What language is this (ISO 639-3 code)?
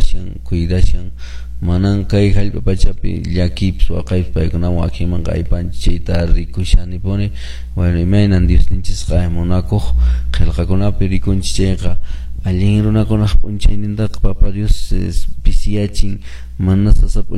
que